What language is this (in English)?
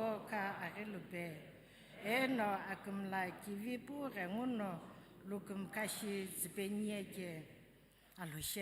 Sumi Naga